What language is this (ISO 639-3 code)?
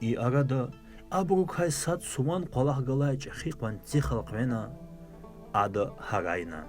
lez